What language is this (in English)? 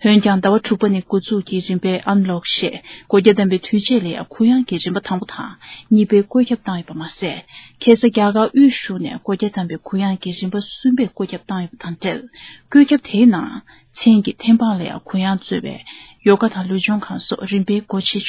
Tibetan